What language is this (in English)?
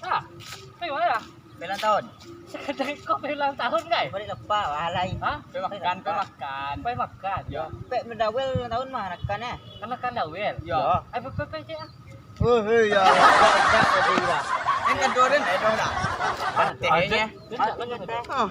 Minangkabau